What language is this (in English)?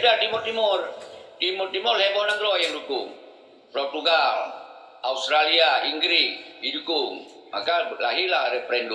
Achinese